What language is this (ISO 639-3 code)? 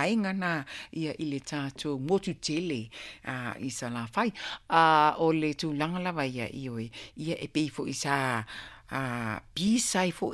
smo